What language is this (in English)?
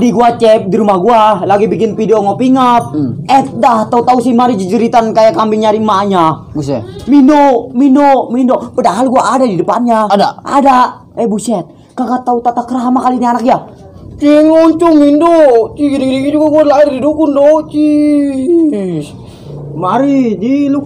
Betawi